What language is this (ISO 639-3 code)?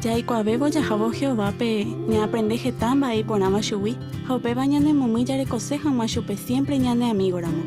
grn